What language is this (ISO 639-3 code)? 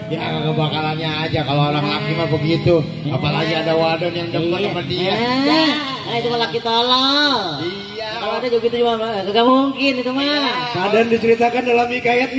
bew